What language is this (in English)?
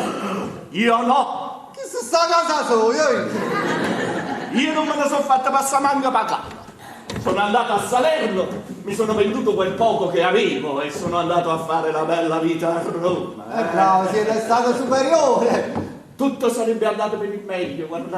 Neapolitan